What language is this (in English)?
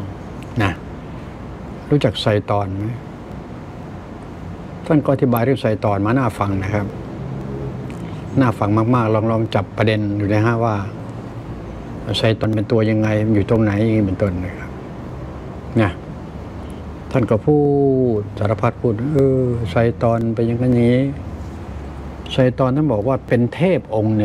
Thai